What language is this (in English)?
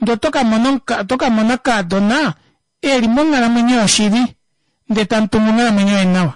Kuanyama